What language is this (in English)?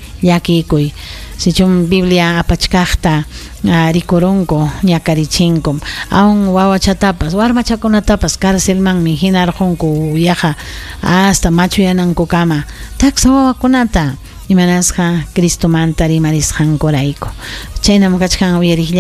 Ayacucho Quechua